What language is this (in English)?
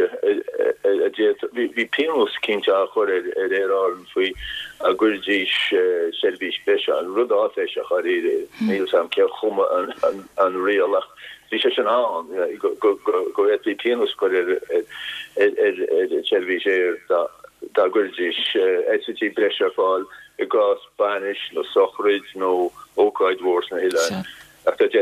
Irish